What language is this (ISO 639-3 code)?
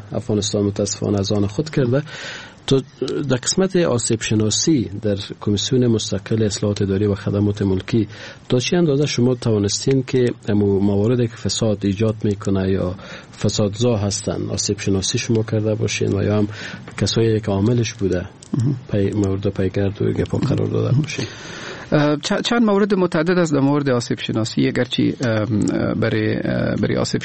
fas